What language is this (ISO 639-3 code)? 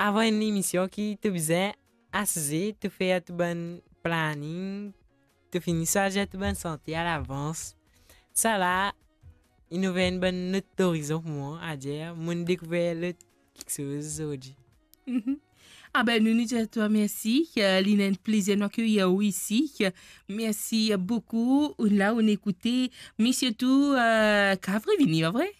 mfe